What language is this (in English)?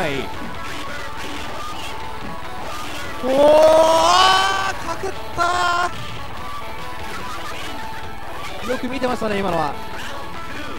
Japanese